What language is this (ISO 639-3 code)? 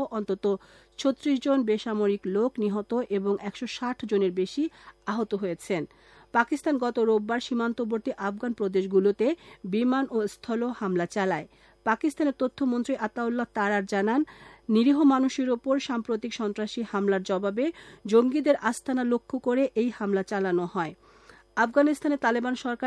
ben